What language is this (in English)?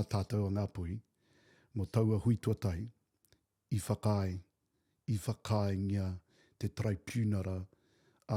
Māori